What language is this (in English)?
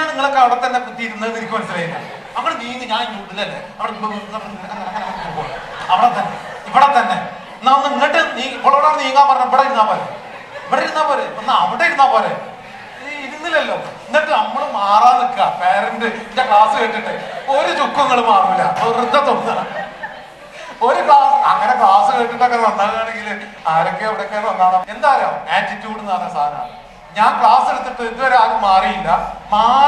Malayalam